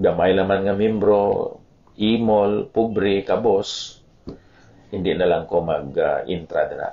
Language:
Hiligaynon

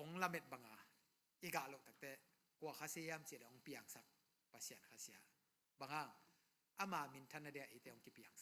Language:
Tedim Chin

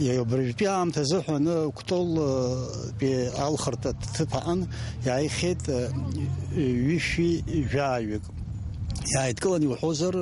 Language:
Abkhazian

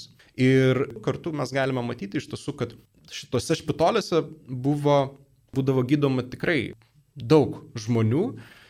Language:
Lithuanian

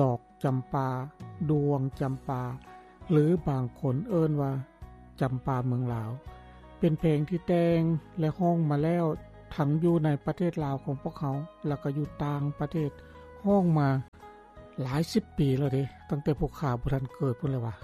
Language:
Lao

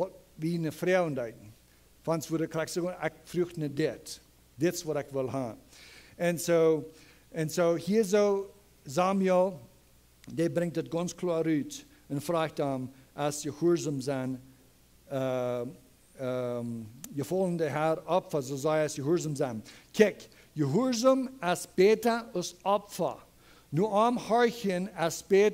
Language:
Plautdietsch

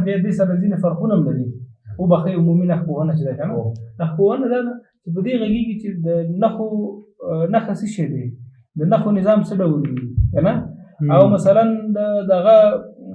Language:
Pashto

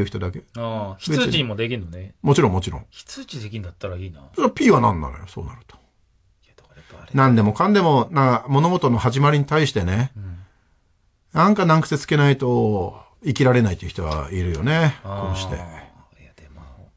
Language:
Japanese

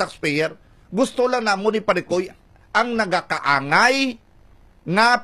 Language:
Hiligaynon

